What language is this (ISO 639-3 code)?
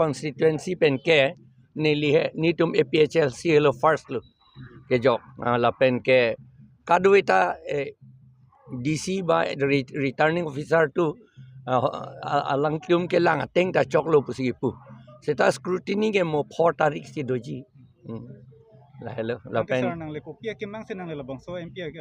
mjw